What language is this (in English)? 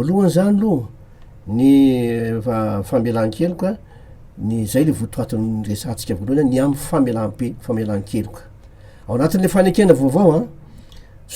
Malagasy